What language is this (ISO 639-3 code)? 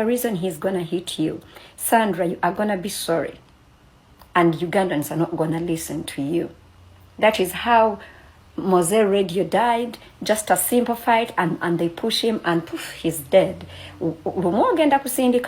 lug